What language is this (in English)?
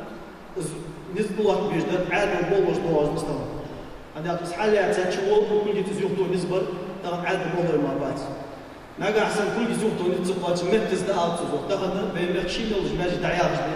Ingush